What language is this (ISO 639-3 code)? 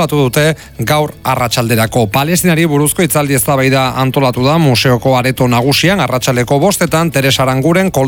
eus